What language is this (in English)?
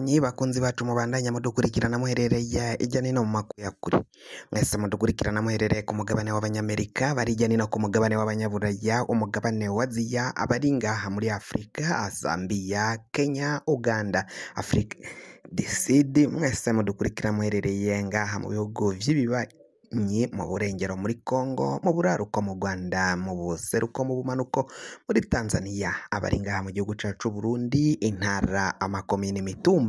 Rundi